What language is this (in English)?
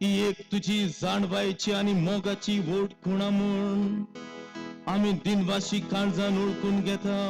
Konkani